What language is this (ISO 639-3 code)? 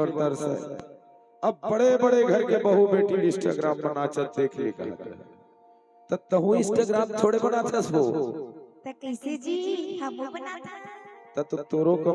hne